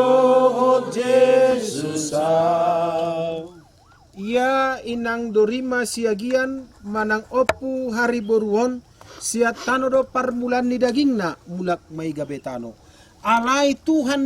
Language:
Batak Toba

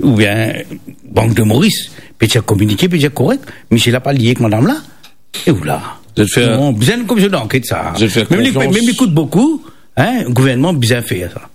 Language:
Morisyen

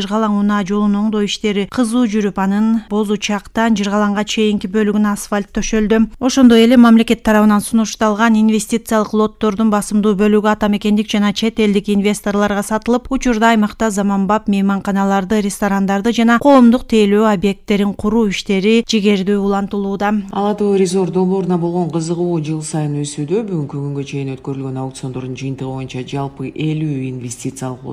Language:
Kyrgyz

